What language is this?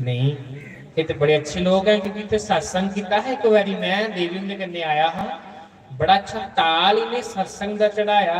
Dogri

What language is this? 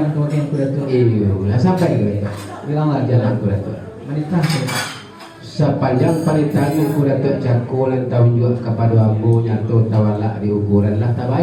Minangkabau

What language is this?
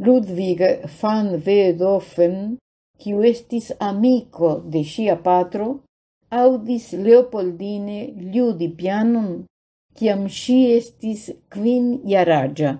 Esperanto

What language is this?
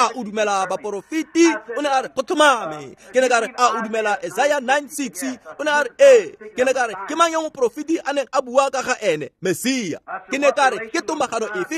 Tswana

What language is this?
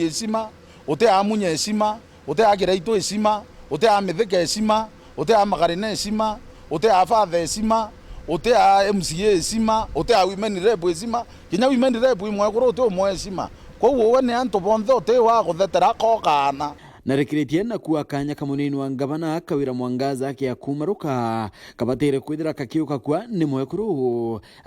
Meru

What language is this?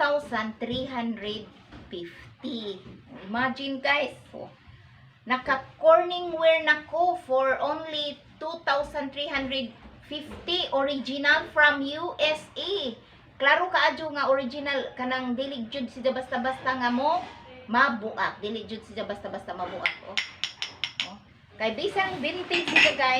Cebuano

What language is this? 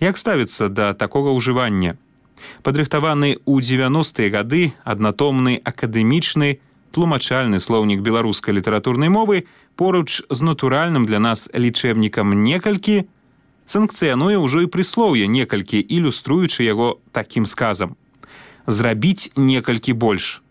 Belarusian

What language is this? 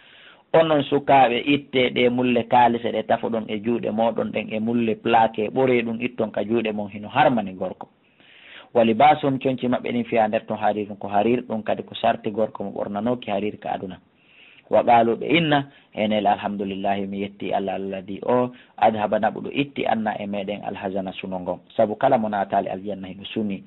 Fula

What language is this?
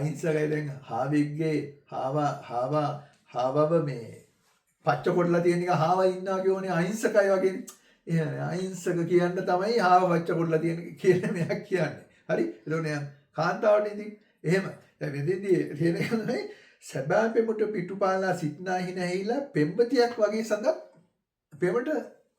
Sinhala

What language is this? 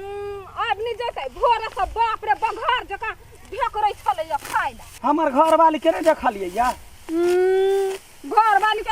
Maithili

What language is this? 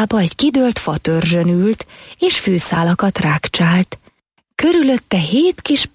Hungarian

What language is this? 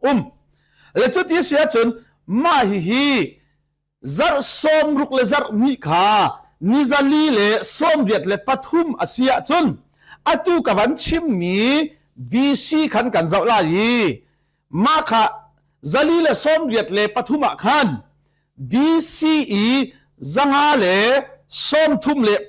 Hakha Chin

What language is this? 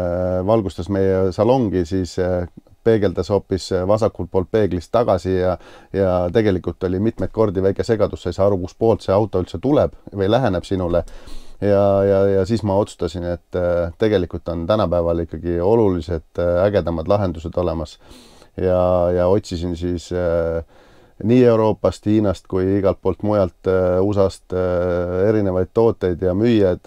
Estonian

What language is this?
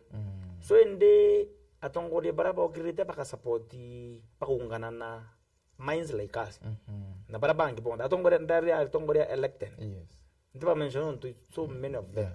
Meru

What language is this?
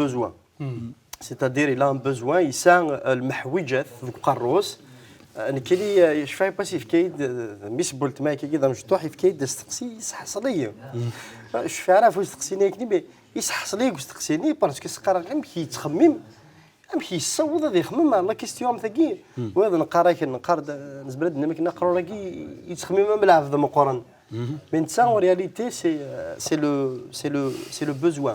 Kabyle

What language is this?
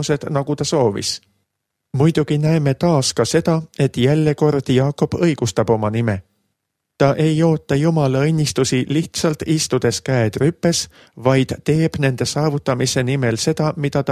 Estonian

